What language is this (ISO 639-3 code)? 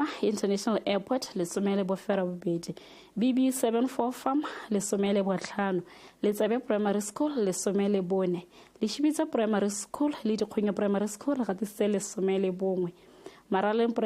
tsn